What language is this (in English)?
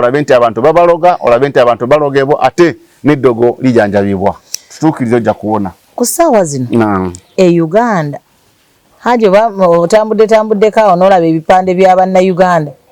Ganda